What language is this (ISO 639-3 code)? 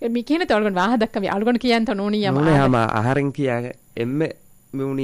div